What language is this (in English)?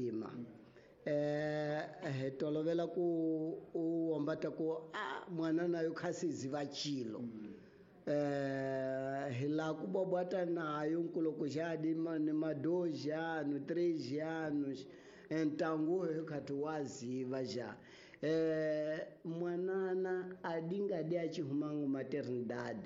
Tsonga